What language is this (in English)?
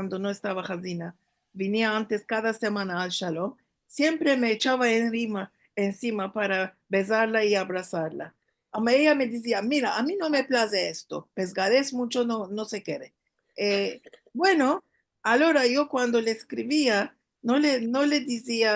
Ladino